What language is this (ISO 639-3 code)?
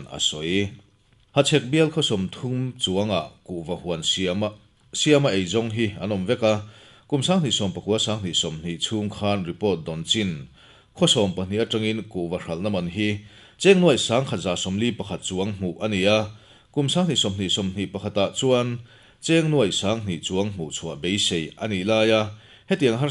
lus